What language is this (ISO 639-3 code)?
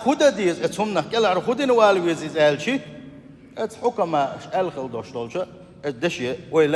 che